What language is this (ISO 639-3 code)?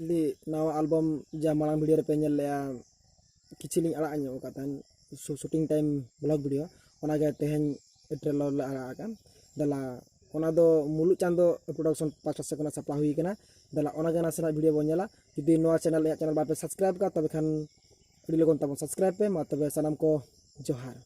sat